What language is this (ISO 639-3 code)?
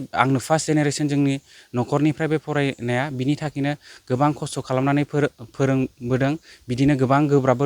brx